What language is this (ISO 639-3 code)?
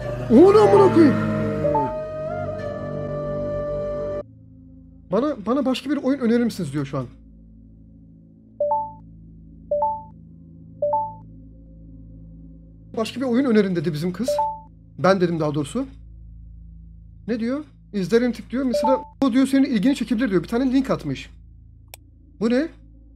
tur